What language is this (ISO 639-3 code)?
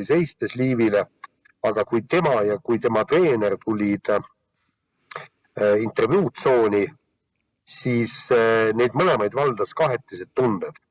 est